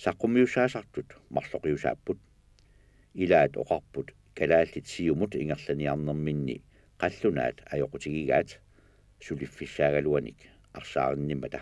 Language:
Kalaallisut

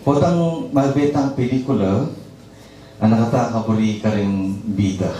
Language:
Pampanga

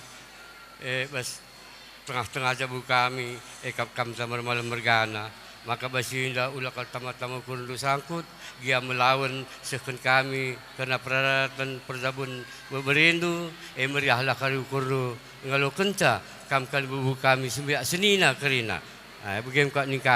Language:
Batak Karo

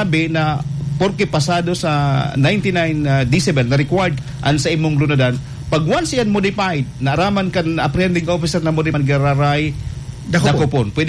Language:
Bikol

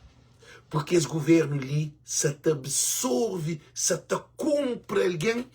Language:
Kabuverdianu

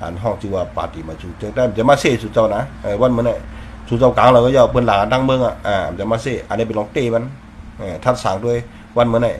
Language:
Shan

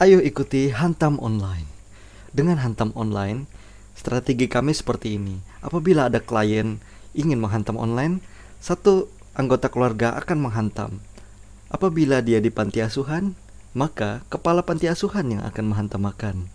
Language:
Banjar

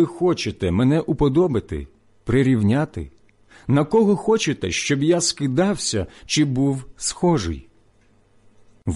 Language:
Ukrainian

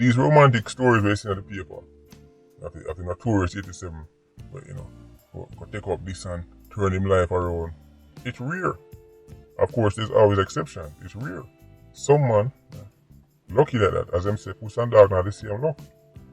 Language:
Jamaican Creole English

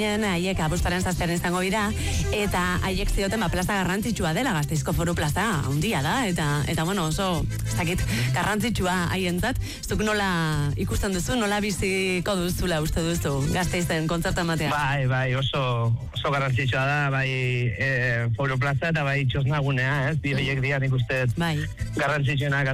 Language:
Basque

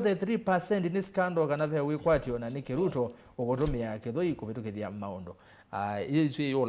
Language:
Kamba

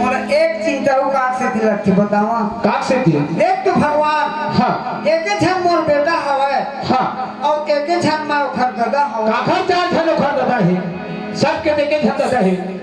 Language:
Chhattisgarhi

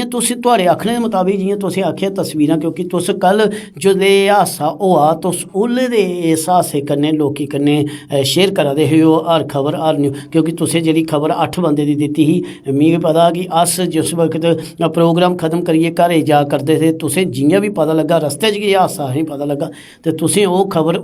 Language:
Dogri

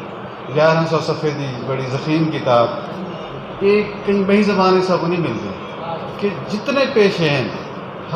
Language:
Saraiki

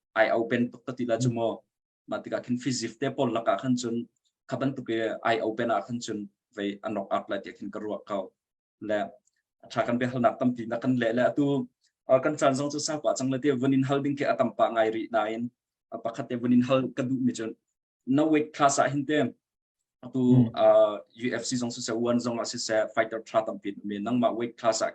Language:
Hakha Chin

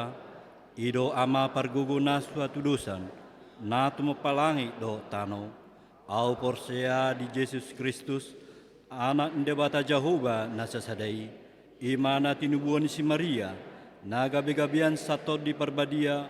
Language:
Batak Toba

